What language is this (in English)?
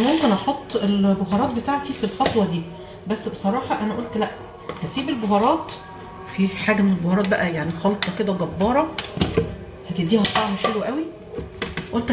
Egyptian Arabic